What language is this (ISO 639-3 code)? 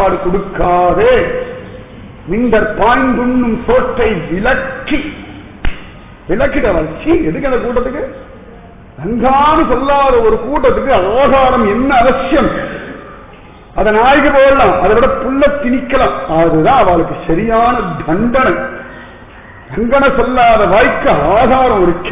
tam